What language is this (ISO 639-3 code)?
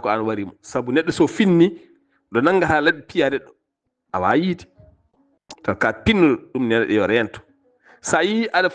ful